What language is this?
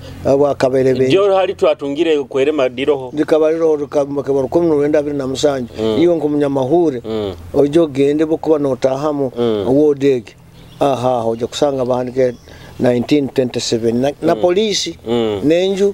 Nyoro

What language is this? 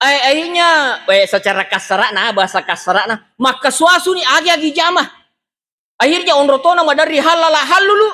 Buginese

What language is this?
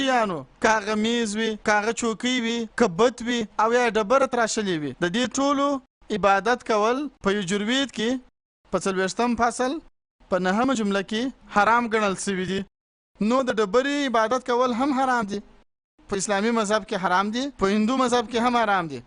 Pashto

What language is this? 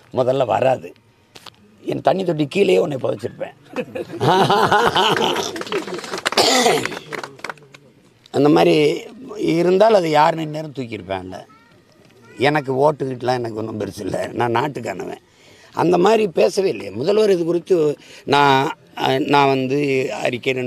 Tamil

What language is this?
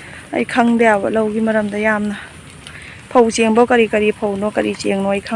Manipuri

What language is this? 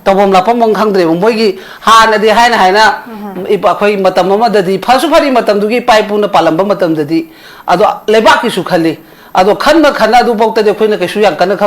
Manipuri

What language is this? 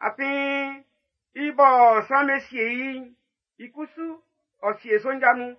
Baoulé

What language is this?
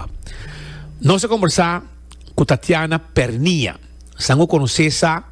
Papiamento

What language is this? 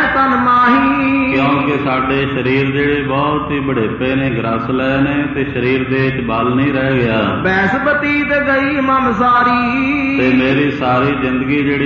Punjabi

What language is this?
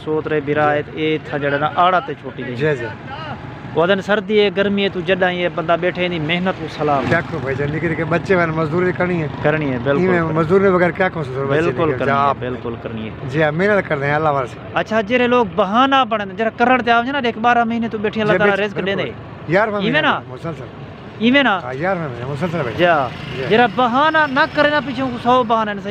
Saraiki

